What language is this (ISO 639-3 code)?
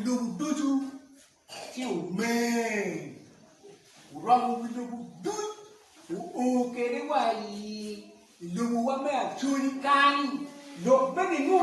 ach